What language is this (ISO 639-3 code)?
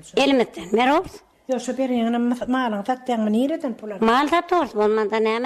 tuk